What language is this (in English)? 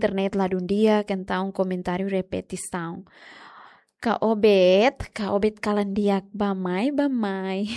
Tetum